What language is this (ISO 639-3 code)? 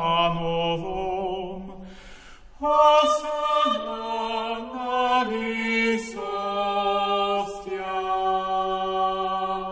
slk